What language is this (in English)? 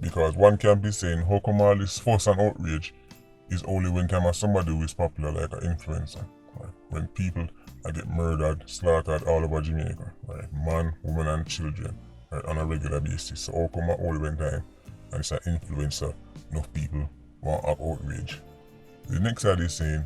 Jamaican Creole English